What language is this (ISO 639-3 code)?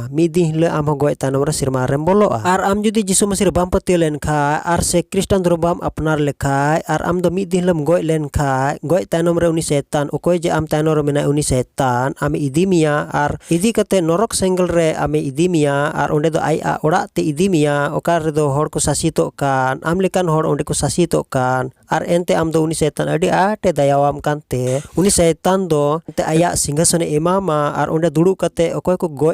sat